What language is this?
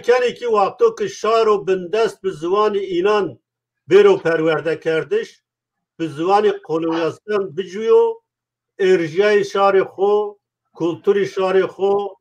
Zaza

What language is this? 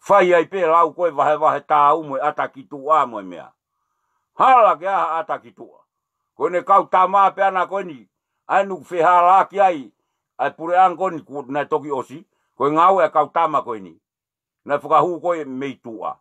Tongan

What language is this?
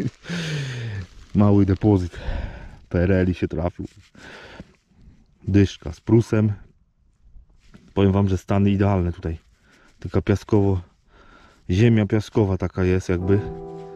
Polish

